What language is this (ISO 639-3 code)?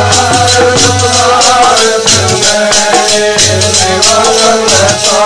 pan